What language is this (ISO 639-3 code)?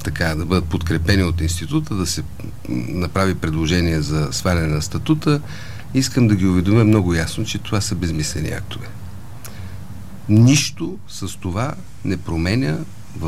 bul